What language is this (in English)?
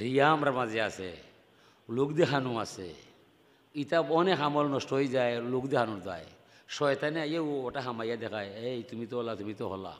Sylheti